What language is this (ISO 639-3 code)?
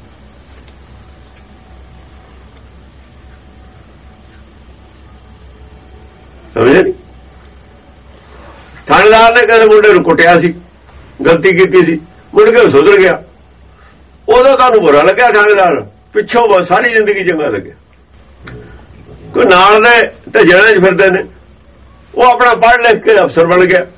pan